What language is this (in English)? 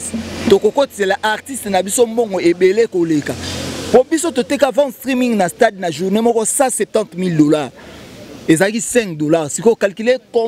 Lingala